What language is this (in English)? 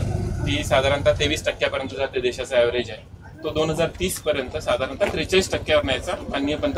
Marathi